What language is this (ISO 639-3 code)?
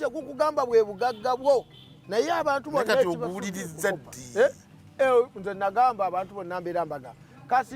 lug